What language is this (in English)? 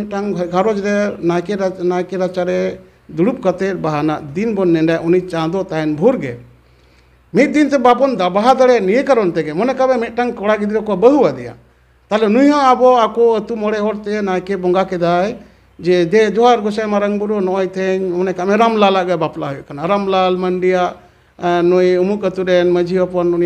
Santali